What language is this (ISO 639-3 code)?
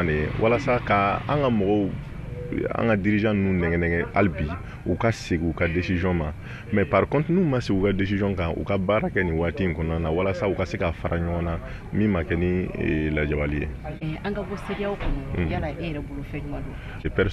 bam